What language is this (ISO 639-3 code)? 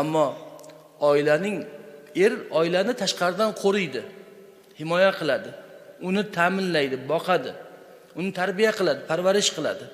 uzb